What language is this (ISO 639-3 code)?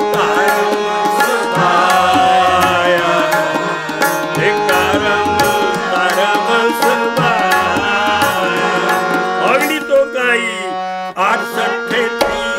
pan